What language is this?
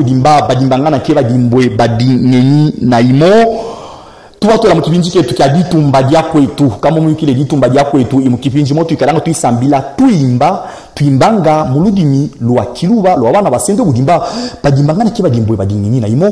Luba-Katanga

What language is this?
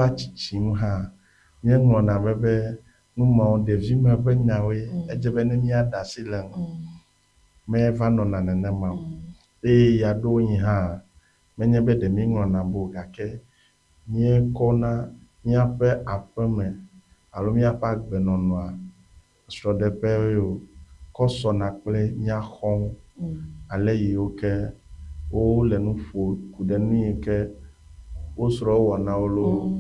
Ewe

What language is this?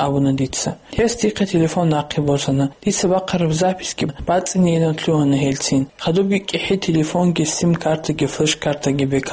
Avaric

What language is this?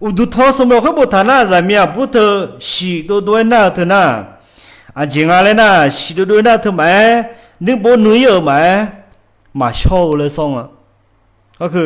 Akha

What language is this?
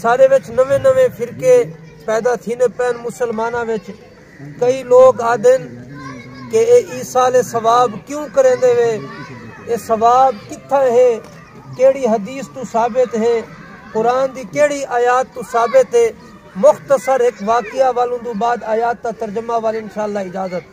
Saraiki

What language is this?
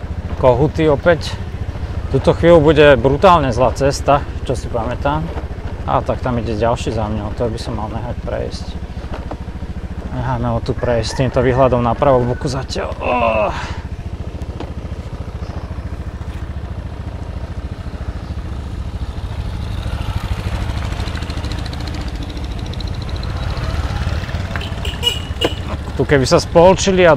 Slovak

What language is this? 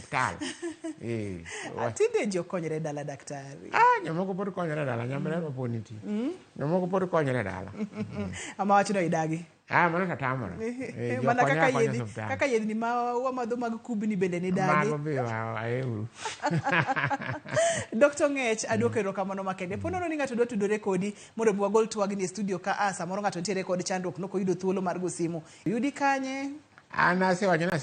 Luo (Kenya and Tanzania)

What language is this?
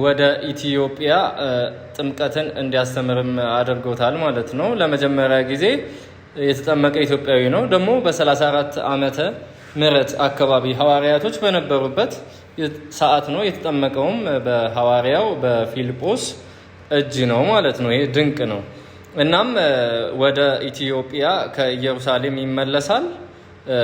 Amharic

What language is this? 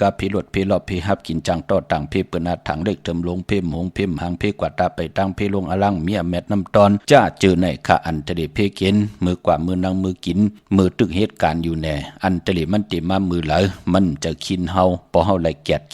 Shan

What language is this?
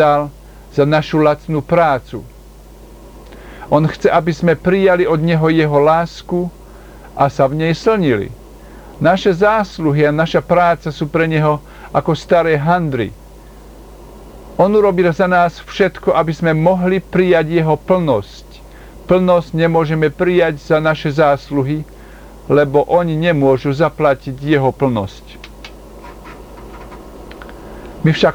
Slovak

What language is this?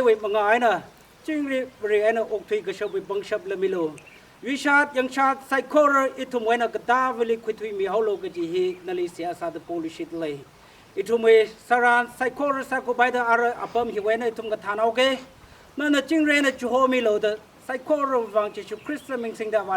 Tangkhul Naga (India)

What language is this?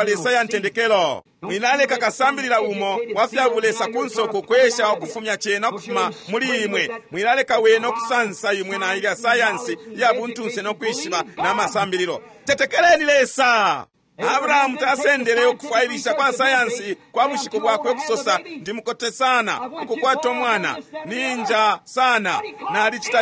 Bemba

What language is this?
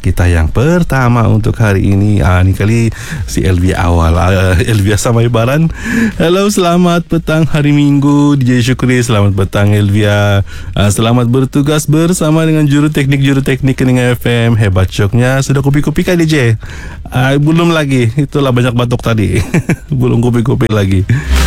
Malay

